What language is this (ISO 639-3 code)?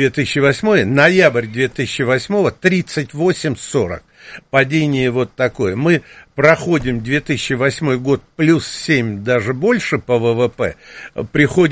rus